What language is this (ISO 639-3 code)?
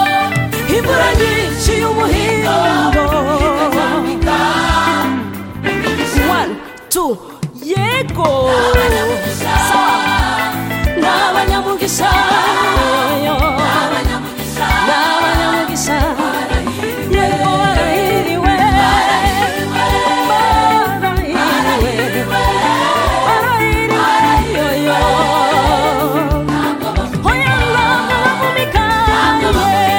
kin